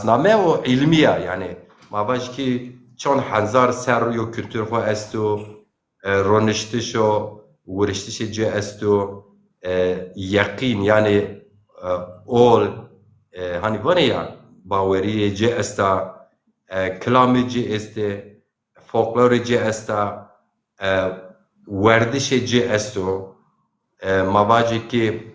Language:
Zaza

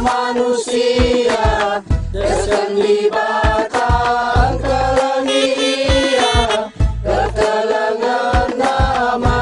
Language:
Batak Karo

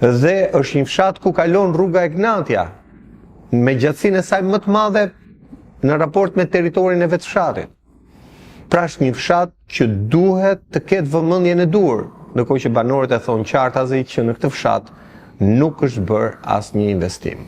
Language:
Albanian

